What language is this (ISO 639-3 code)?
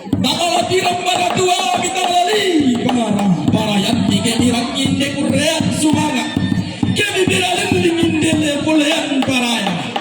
sda